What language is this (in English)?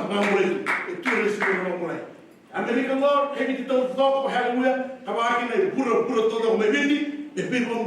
Fijian